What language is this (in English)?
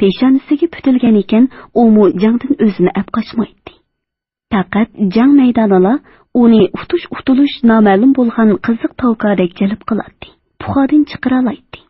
Uyghur